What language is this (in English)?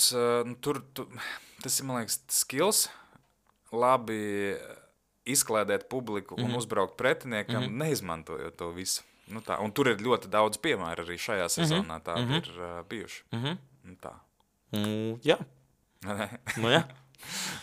Latvian